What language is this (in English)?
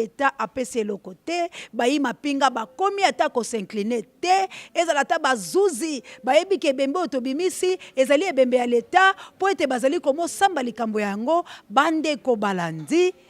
Lingala